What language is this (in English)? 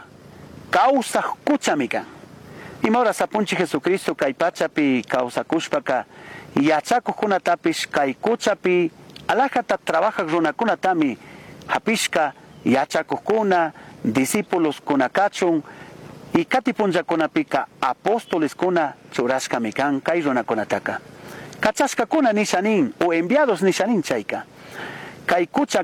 Chimborazo Highland Quichua